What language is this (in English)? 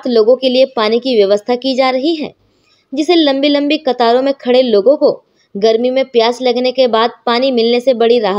Hindi